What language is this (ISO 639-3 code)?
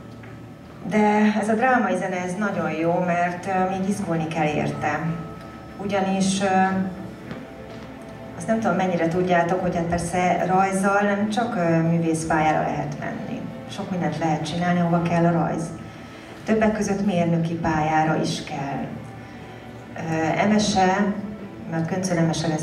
hun